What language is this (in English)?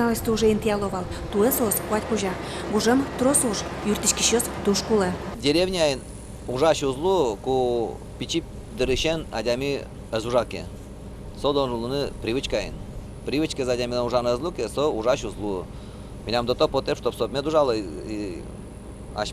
Udmurt